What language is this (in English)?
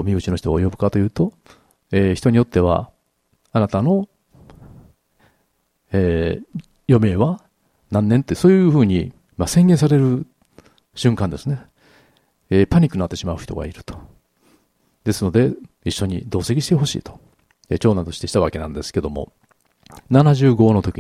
Japanese